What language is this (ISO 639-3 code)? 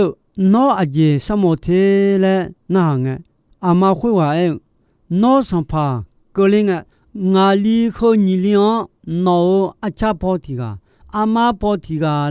ahk